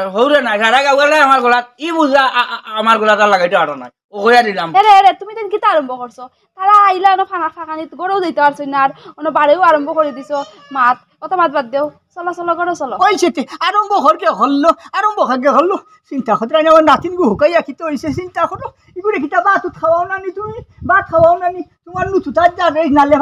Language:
Sylheti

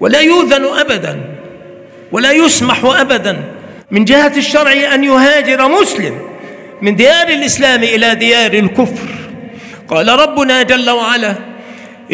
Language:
Arabic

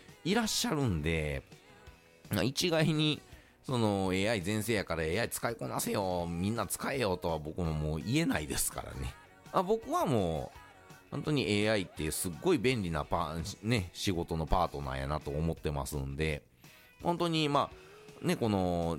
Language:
Japanese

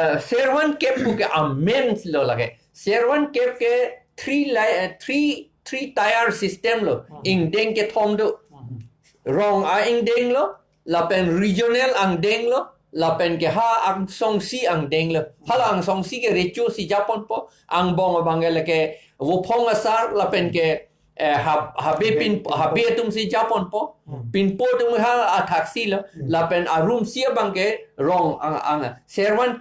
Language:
Karbi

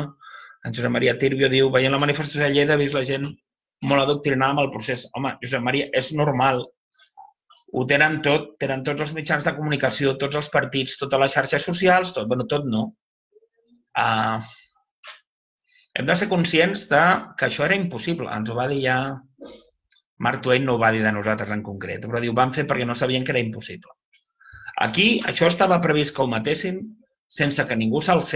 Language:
Catalan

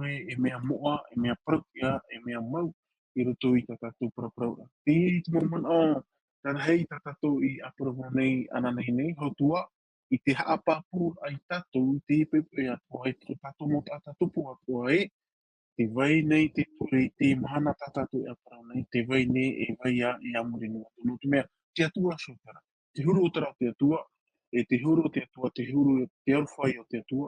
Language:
Tahitian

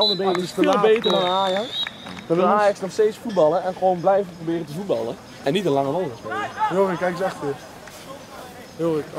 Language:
Dutch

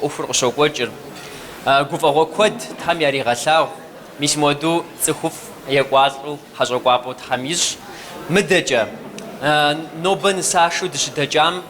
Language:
Kabardian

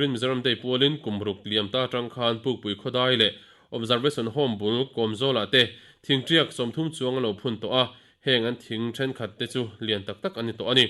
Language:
Mizo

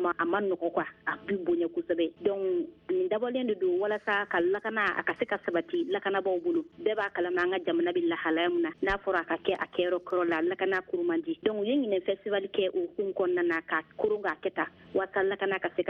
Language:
Bambara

